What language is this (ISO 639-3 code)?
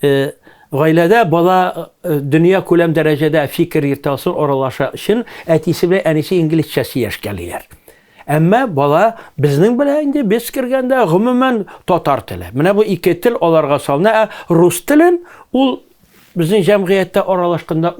tat